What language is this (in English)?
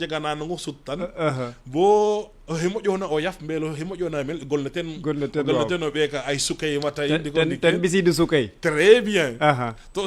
Serer